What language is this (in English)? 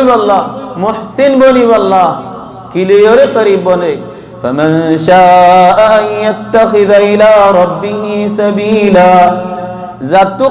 Rohingya